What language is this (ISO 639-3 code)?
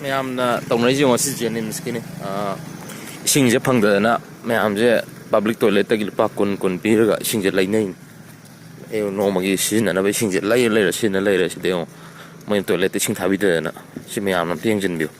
mni